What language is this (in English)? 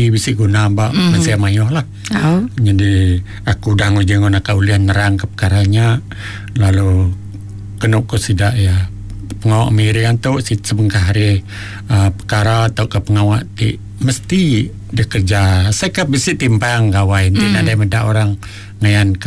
Iban